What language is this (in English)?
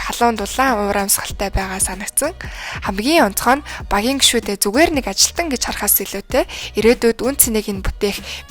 Mongolian